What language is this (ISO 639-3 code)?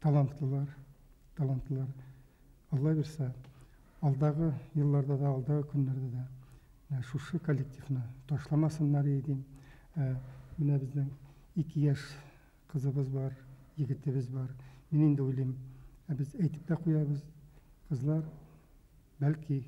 bak